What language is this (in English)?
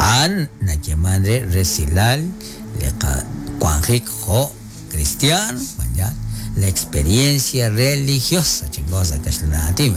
Kekchí